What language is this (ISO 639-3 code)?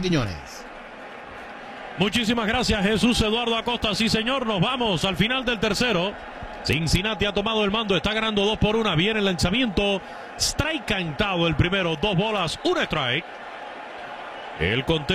spa